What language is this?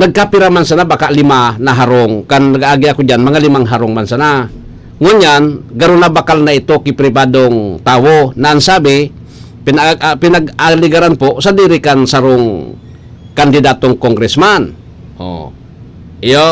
Bikol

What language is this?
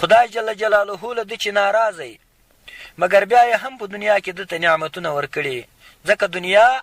Pashto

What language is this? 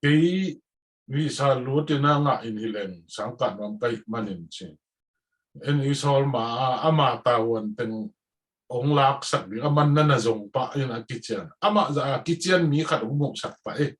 Tedim Chin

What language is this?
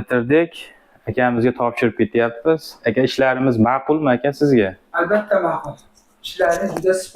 Uzbek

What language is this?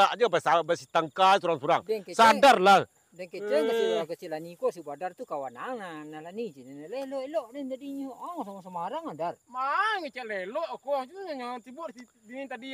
Minangkabau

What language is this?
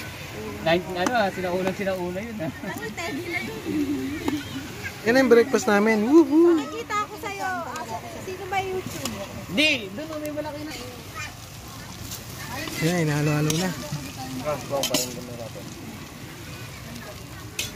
Filipino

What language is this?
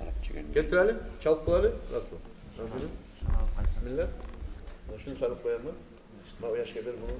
Kumyk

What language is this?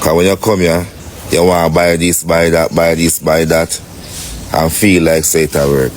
Jamaican Creole English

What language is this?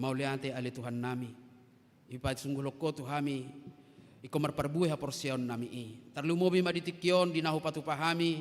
Batak Toba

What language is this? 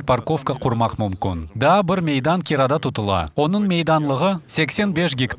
Kazakh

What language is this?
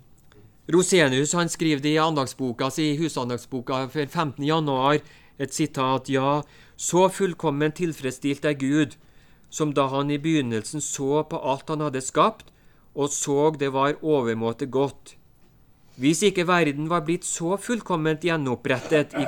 Norwegian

